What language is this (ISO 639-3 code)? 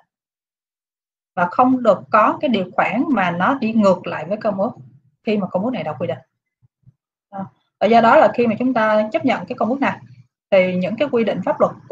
vie